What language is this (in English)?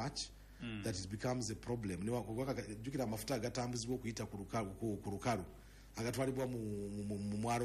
Ganda